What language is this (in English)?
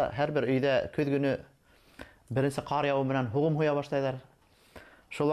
Bashkir